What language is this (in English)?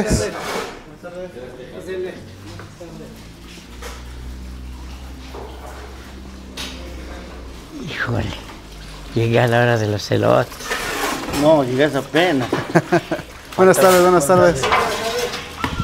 Spanish